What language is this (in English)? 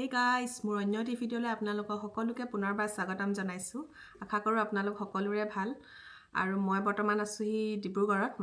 Assamese